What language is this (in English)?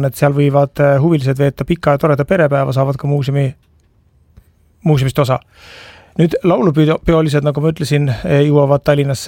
Estonian